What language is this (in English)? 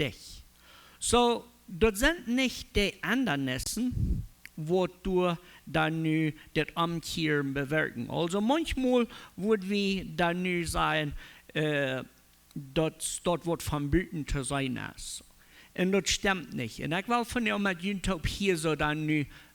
Plautdietsch